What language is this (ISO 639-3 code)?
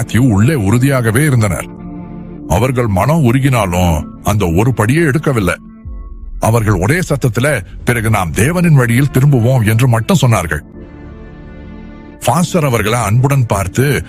tam